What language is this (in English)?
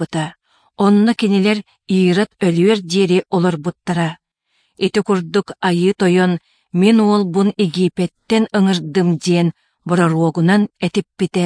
Yakut